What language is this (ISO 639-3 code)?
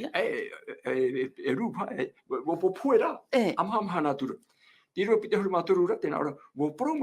tah